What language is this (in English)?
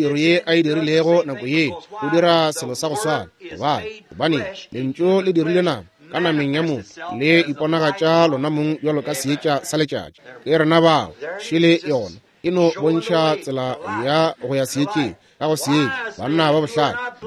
Northern Sotho